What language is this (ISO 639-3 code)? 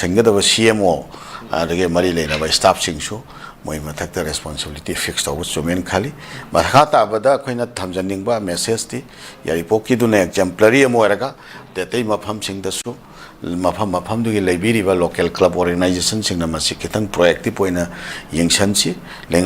mni